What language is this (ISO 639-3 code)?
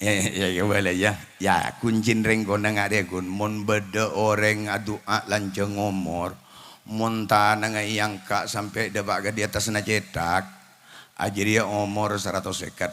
mad